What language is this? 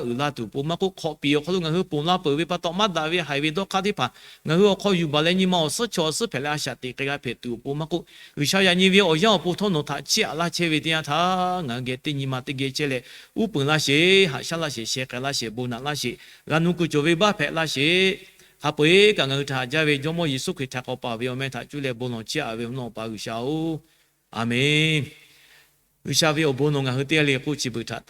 Lahu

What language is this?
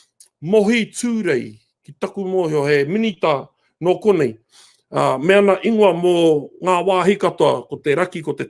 Māori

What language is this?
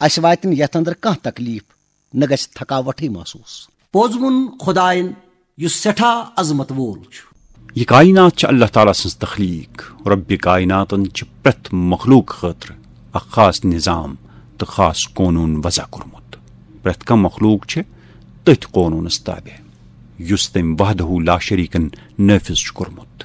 Kashmiri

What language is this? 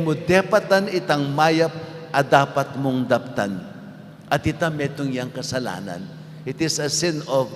Pampanga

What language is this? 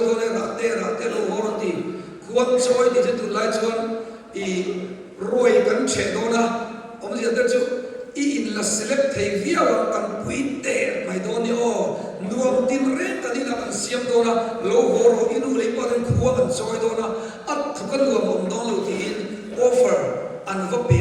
Mizo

